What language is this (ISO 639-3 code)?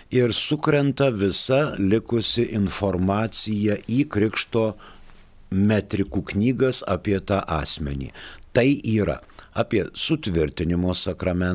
lit